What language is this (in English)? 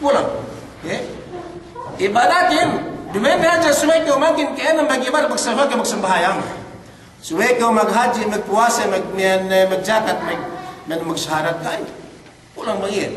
Yakan